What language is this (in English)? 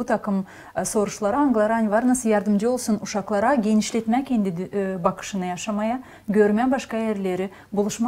Gagauz